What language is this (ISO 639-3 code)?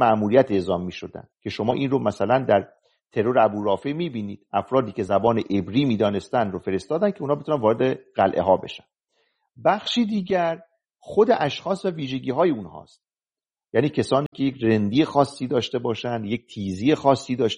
fas